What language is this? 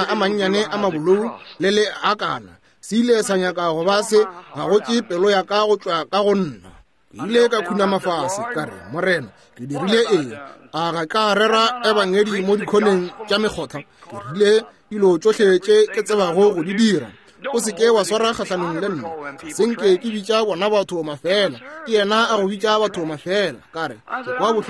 Northern Sotho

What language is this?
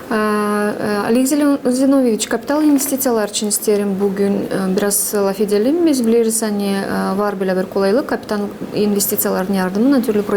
Gagauz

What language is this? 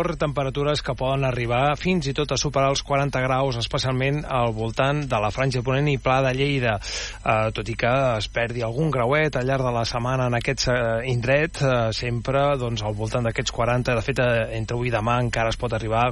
Catalan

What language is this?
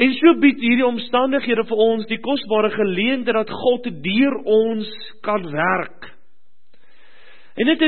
Afrikaans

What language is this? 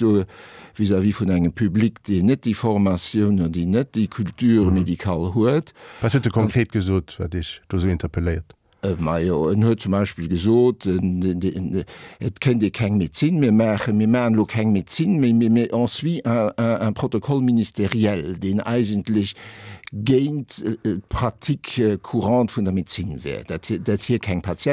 Luxembourgish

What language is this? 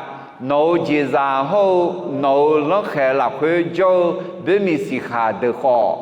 Akha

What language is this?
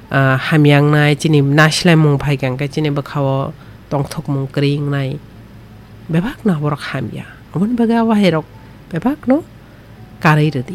Kok Borok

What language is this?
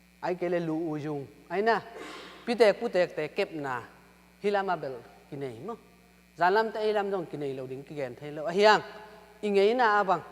Tedim Chin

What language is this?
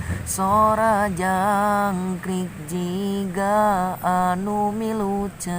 Sundanese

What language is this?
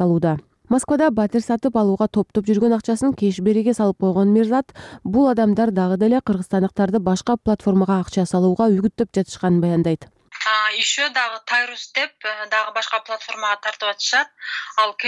Kyrgyz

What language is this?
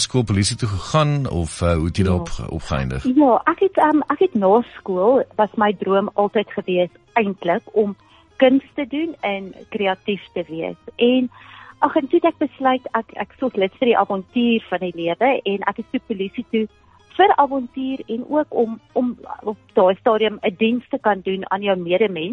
Afrikaans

